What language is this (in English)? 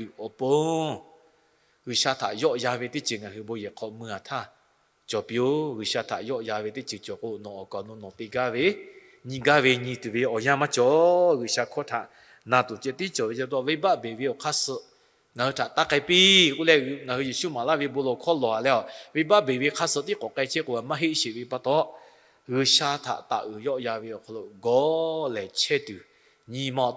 Lahu